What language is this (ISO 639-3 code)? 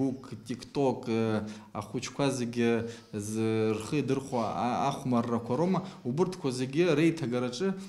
abk